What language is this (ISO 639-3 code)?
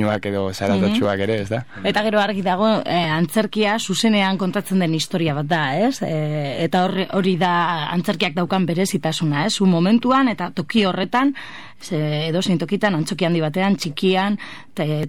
eus